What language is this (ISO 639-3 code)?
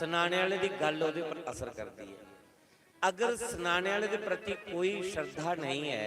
doi